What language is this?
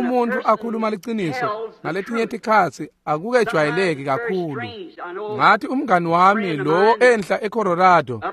Swati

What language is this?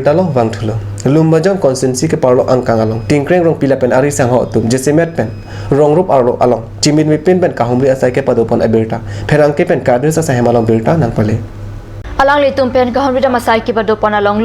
Karbi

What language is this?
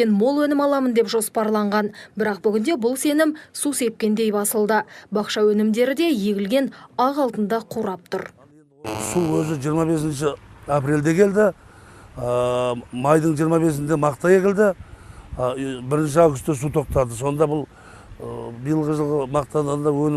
Kazakh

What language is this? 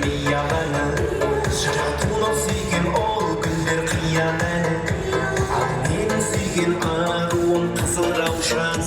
Kara-Kalpak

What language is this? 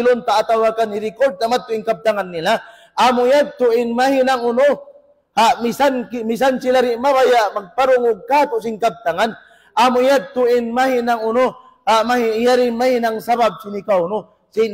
Tausug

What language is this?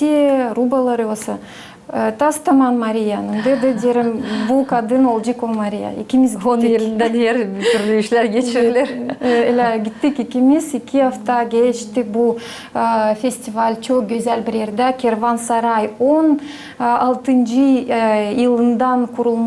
Gagauz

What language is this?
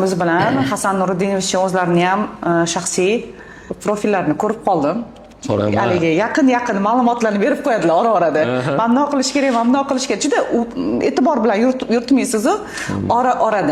Uzbek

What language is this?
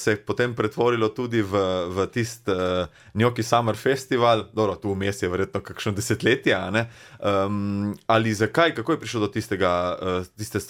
Slovenian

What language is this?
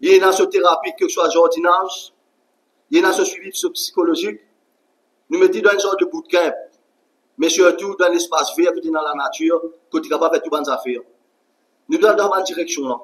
Morisyen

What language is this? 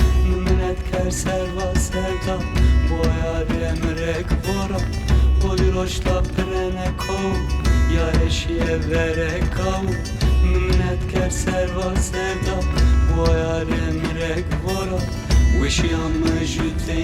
Zaza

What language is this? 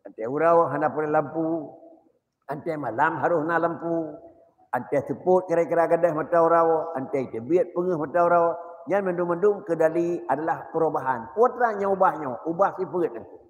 Achinese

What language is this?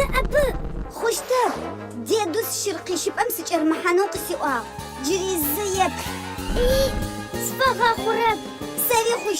Adyghe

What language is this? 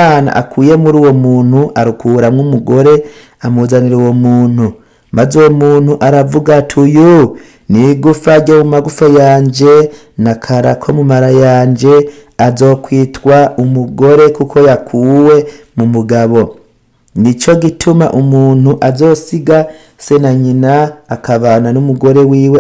Rundi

